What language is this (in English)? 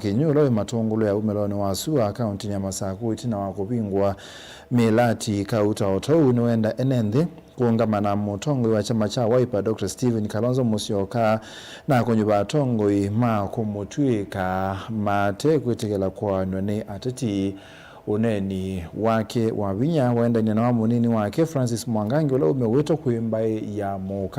Kamba